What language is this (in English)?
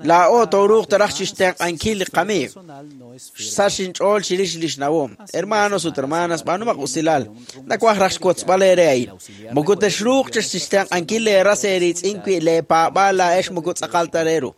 Kekchí